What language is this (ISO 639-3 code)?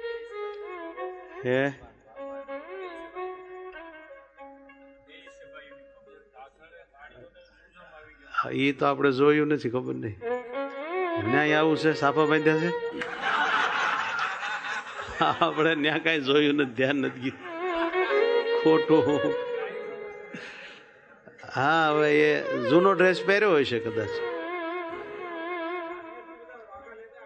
guj